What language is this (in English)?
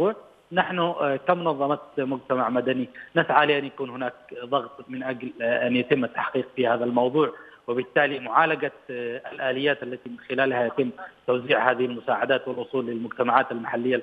Arabic